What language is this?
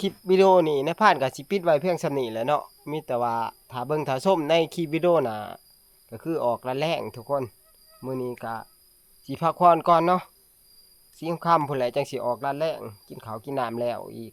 Northeastern Thai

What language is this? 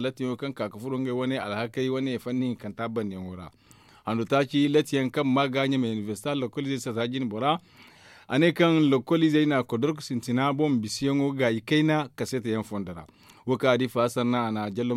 Zarma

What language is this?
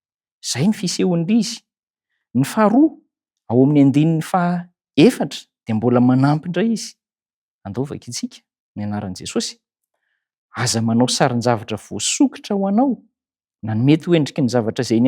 Malagasy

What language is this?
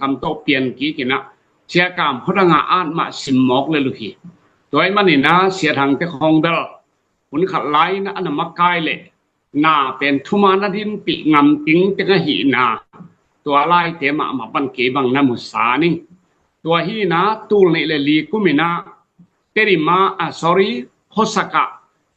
Tedim Chin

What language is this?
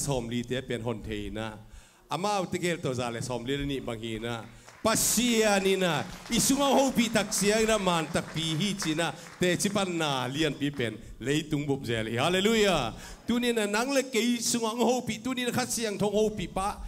Tedim Chin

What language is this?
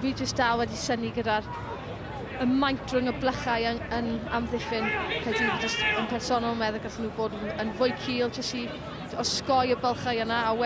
Welsh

